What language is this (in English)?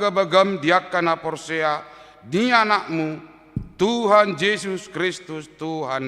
Batak Toba